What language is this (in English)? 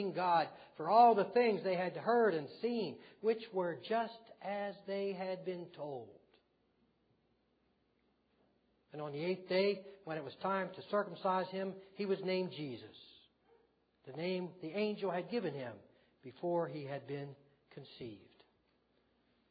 English